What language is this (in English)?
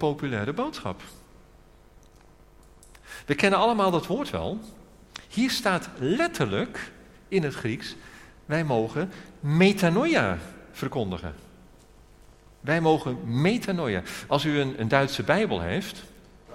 Dutch